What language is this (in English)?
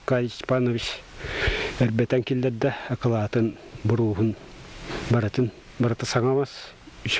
Yakut